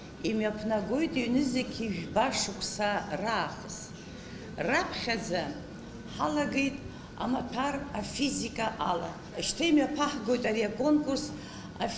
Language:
Abkhazian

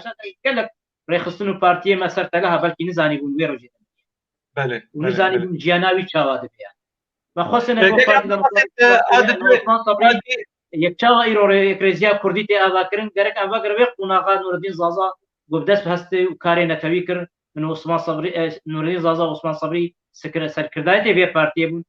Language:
Kurdish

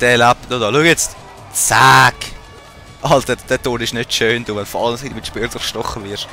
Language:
Swiss German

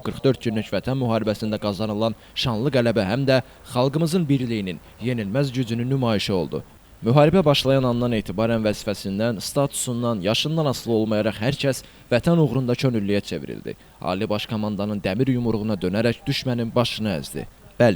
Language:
Azerbaijani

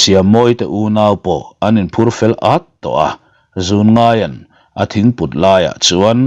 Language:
Mizo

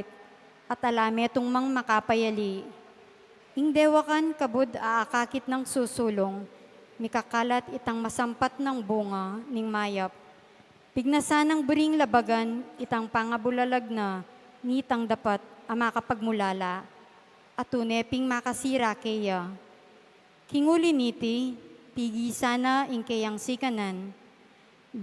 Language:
Pampanga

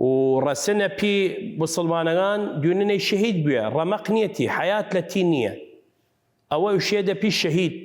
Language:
Southern Kurdish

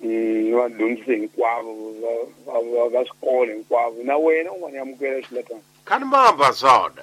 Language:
Tsonga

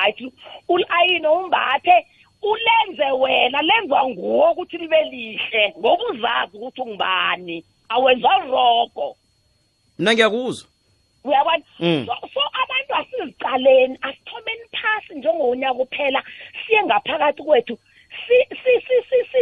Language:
South Ndebele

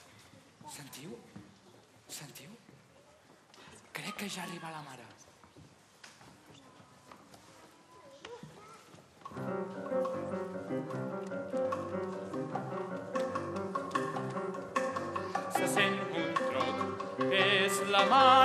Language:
Catalan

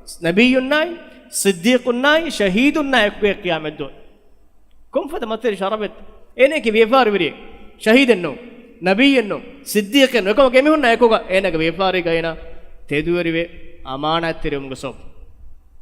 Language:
Divehi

